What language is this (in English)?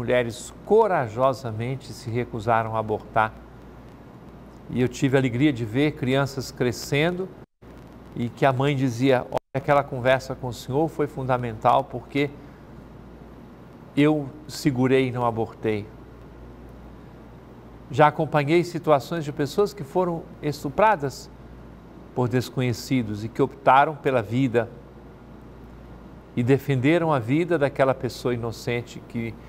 Portuguese